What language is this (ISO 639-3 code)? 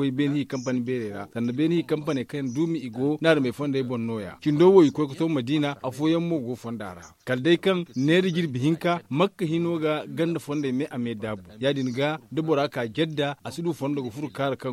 dje